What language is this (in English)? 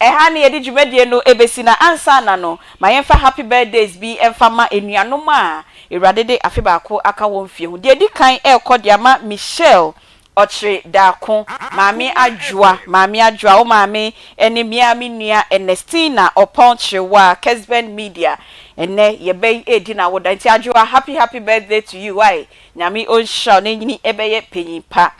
Akan